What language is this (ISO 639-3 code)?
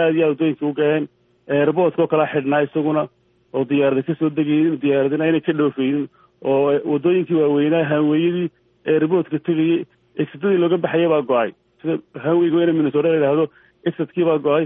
som